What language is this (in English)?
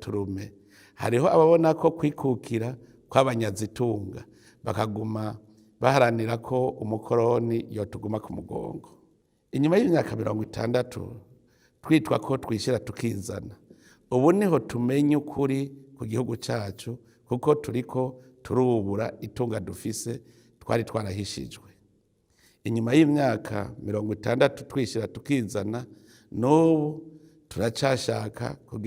Rundi